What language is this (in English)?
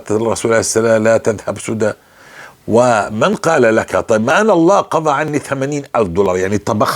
North Levantine Arabic